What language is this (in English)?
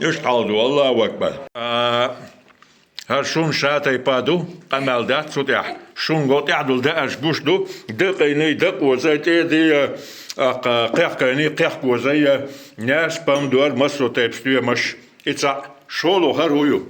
Chechen